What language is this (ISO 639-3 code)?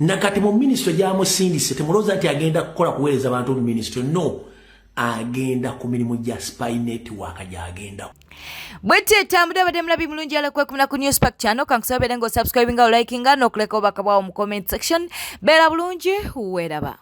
lug